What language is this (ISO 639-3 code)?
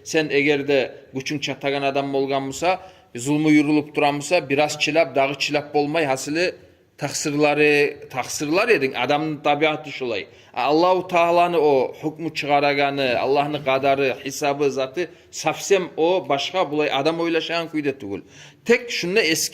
kum